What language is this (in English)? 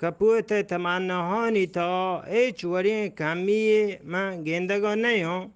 Eastern Balochi